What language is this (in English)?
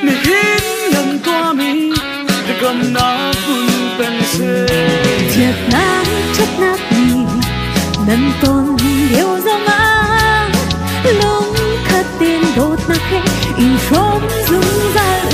Hakha Chin